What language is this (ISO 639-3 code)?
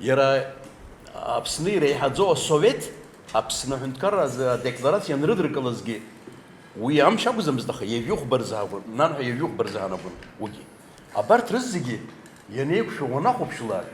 abk